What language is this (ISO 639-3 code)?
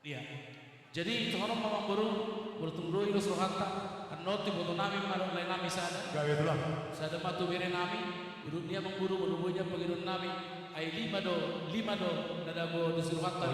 bbc